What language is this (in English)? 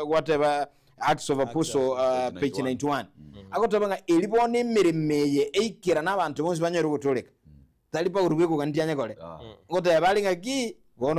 Gusii